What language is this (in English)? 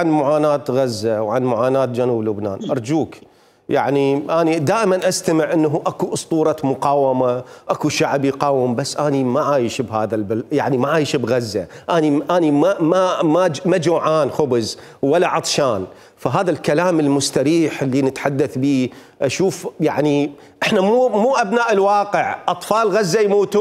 Mesopotamian Arabic